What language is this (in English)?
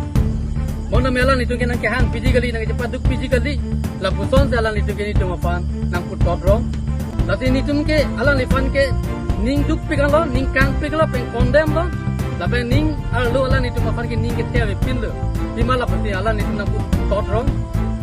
Karbi